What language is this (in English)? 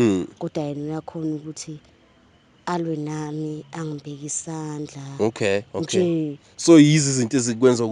Zulu